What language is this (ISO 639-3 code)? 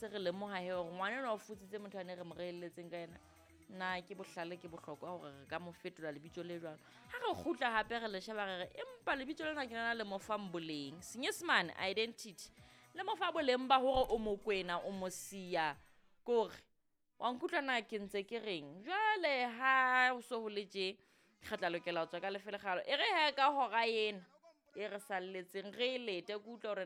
sot